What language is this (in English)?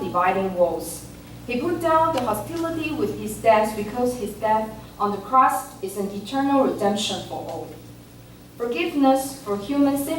Min Nan Chinese